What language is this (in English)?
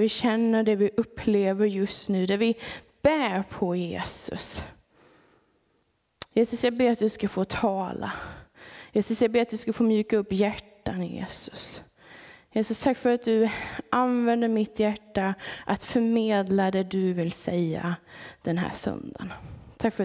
Swedish